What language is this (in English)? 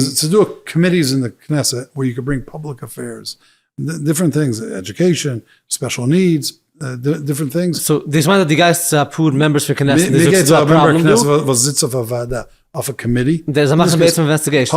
Yiddish